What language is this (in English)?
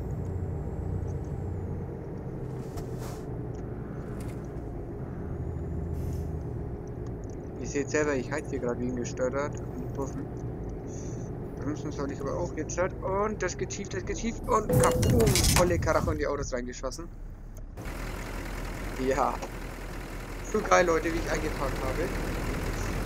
German